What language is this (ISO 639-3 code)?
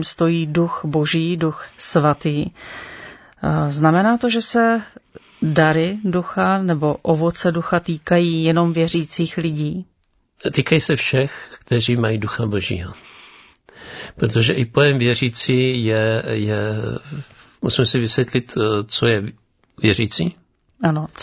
ces